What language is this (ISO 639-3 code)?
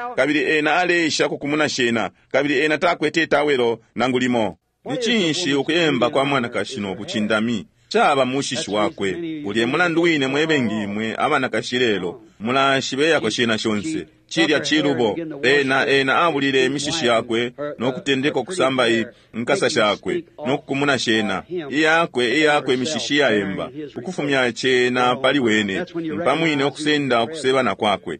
bem